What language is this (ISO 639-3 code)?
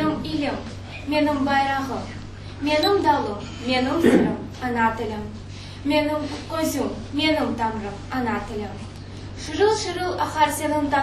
crh